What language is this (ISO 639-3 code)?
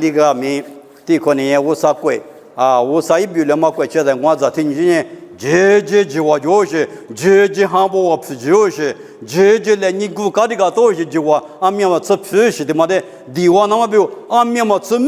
lis